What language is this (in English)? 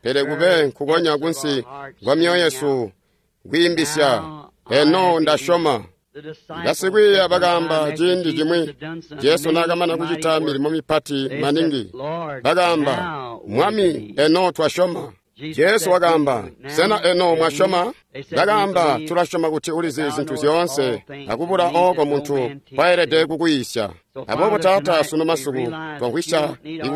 Tonga (Zambia)